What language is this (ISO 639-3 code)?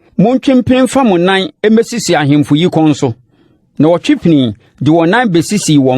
aka